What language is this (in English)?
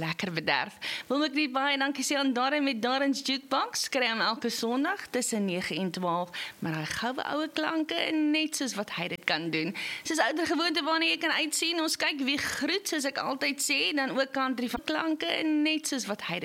Afrikaans